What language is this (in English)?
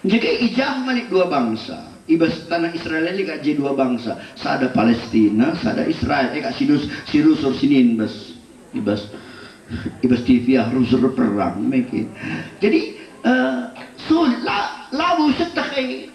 Batak Karo